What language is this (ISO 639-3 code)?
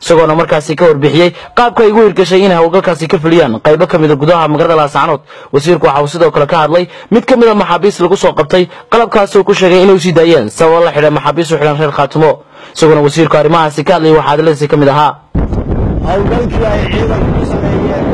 som